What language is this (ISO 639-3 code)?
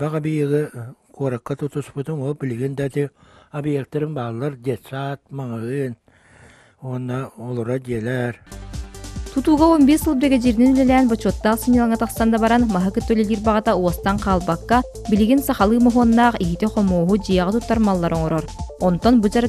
sah